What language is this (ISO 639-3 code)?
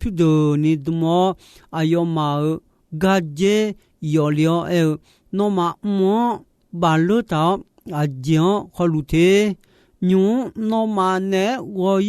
ahk